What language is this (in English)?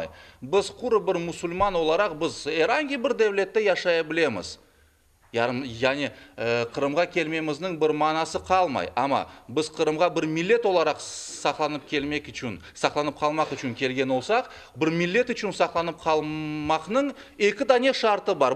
Crimean Tatar